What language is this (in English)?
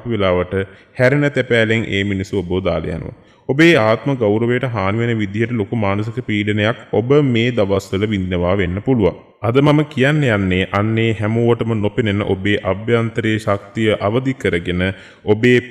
Sinhala